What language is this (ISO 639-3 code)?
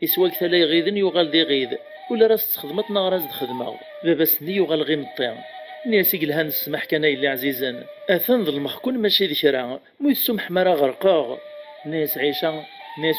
kab